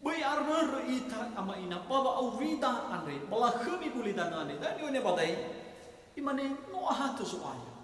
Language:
Nias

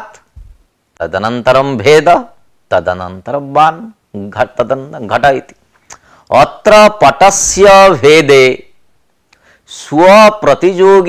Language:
Sanskrit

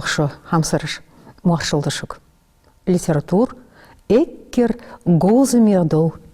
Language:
Ingush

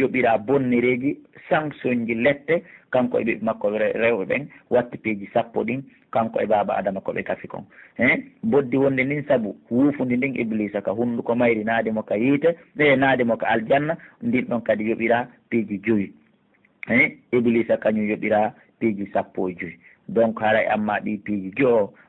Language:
Pular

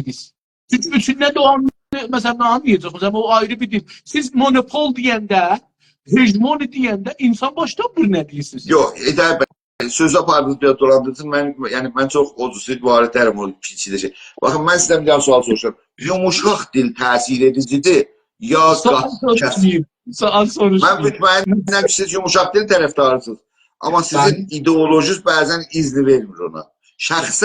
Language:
South Azerbaijani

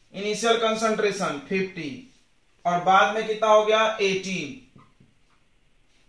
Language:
Hindi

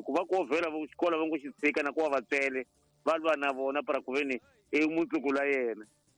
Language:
Tsonga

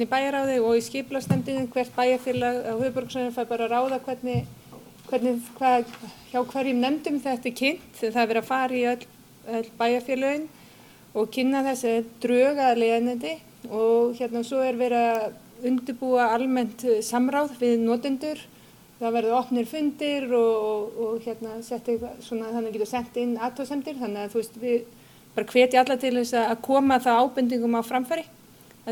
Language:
Icelandic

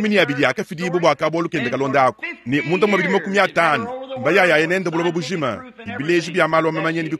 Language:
Luba-Lulua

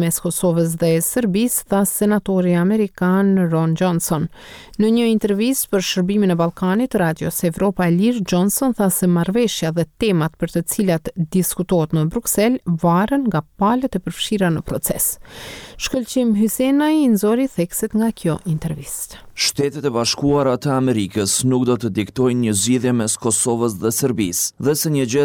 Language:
Albanian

